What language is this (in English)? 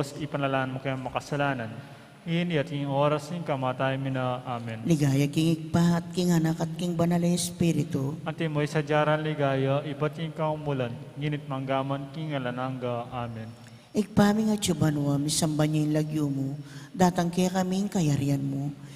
Pampanga